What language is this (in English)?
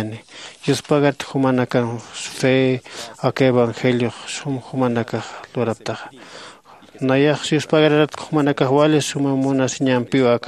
Aymara